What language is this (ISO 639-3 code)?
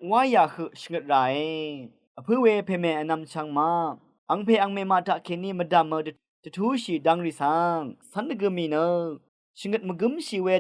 raw